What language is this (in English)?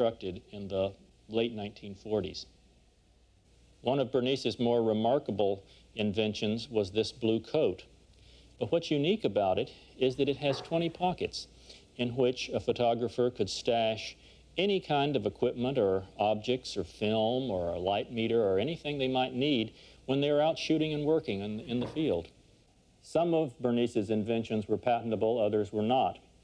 English